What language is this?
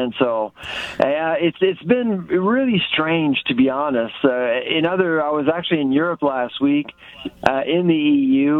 English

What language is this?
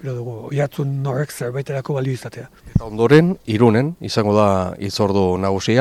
Basque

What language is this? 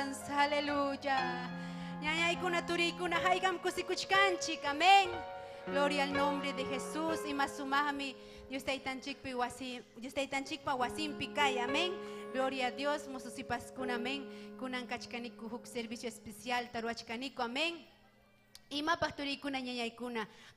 Ayacucho Quechua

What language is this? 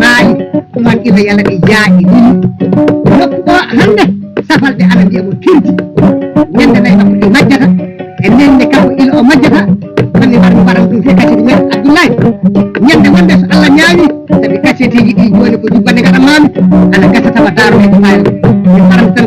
Fula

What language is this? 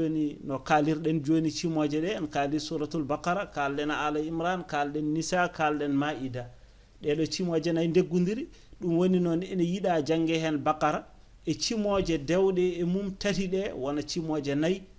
Fula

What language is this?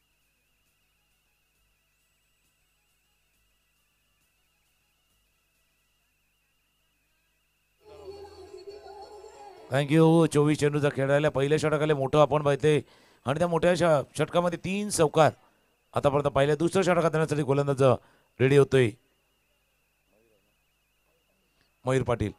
Marathi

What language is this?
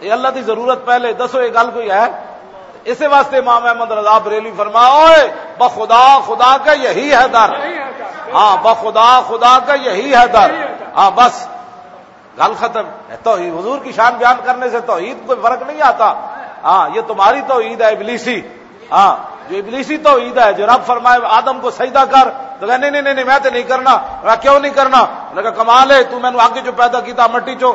Western Panjabi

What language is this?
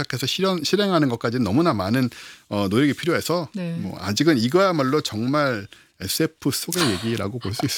Korean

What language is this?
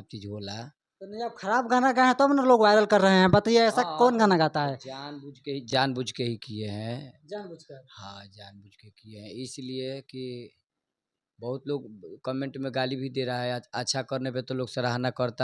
Bhojpuri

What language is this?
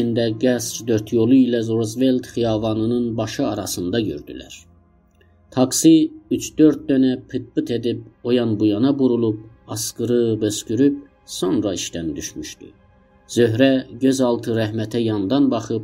South Azerbaijani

